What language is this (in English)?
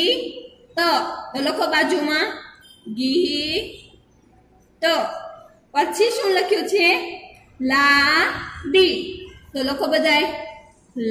Gujarati